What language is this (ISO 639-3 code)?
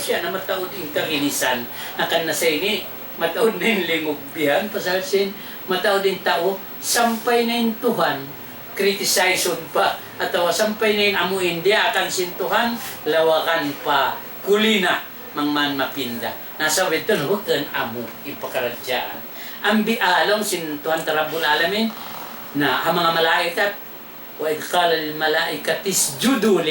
tsg